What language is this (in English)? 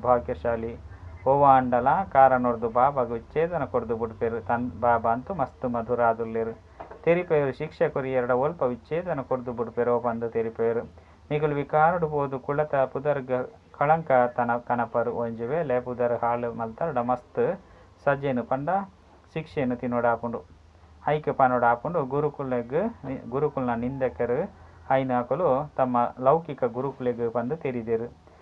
Tulu